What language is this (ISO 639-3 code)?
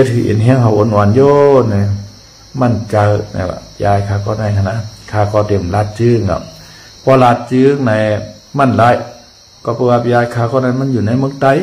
shn